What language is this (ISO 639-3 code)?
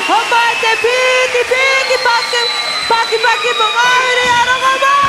mri